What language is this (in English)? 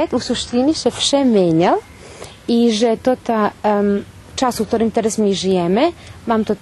Rusyn